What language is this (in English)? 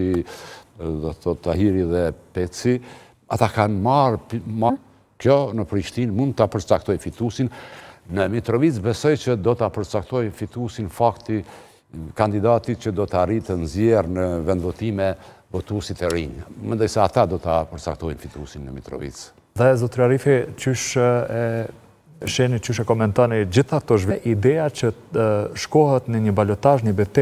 Albanian